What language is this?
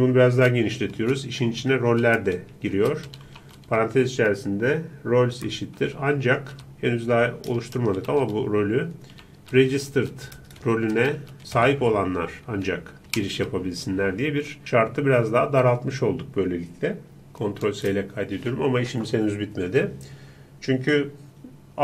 Turkish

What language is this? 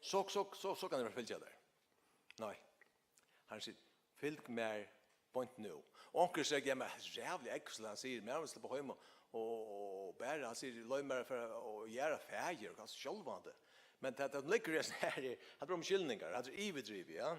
Faroese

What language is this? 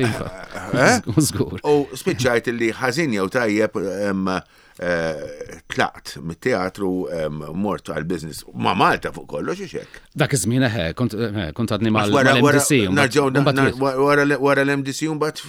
Maltese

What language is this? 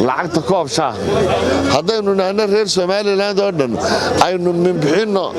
Somali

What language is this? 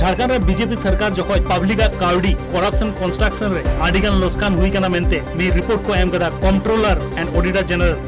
Santali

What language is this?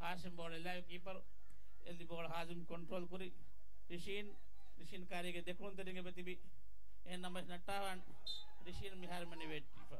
Divehi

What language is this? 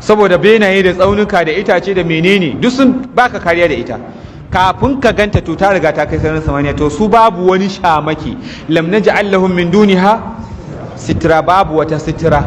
Hausa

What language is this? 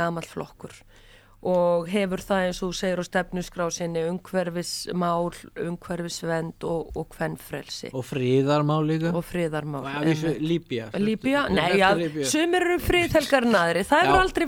Icelandic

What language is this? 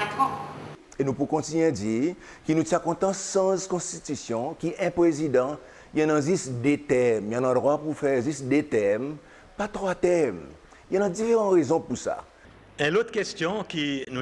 Seselwa Creole French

